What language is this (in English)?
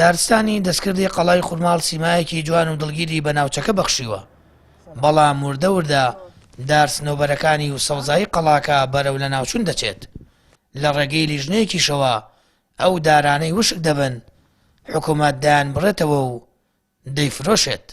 Central Kurdish